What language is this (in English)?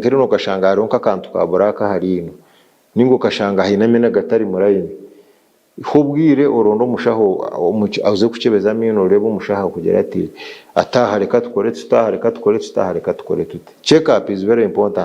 Nyankole